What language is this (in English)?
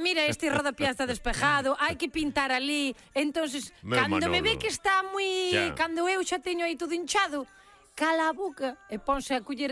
Galician